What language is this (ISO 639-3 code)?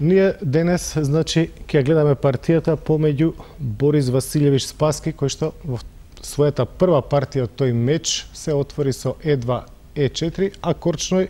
mkd